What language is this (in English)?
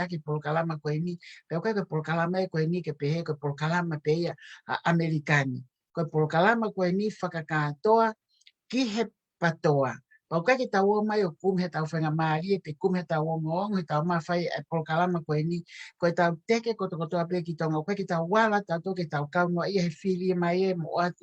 Tongan